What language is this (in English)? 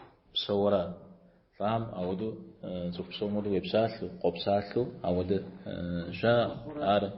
Kabardian